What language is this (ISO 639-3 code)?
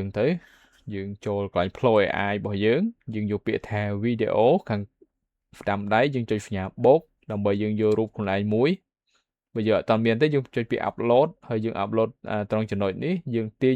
khm